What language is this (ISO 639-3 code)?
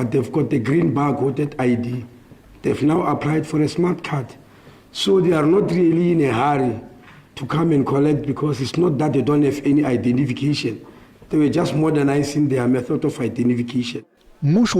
nso